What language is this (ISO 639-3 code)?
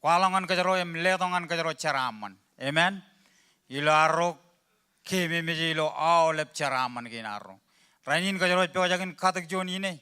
mah